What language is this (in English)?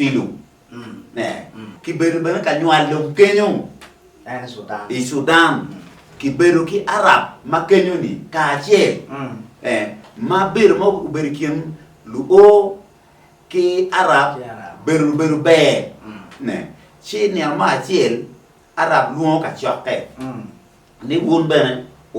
Acoli